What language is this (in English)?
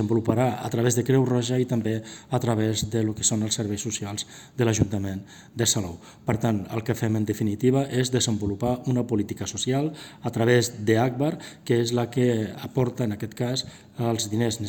Catalan